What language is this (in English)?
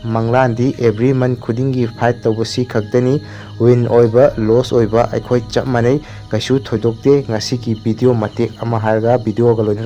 Manipuri